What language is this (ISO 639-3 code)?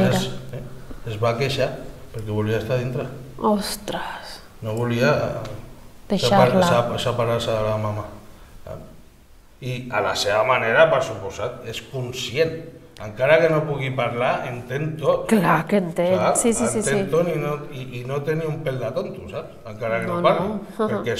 cat